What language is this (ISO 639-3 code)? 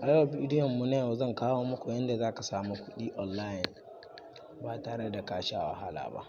hau